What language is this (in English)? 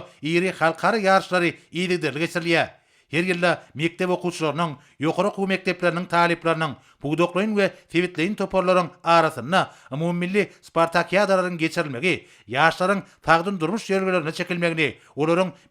Turkmen